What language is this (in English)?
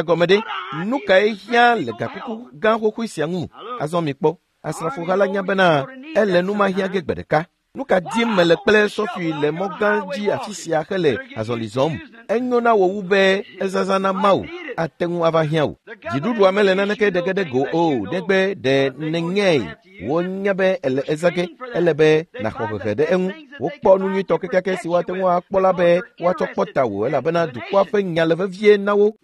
Ewe